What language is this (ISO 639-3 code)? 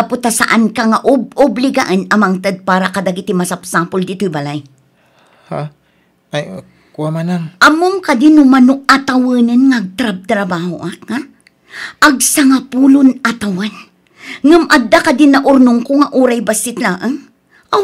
ilo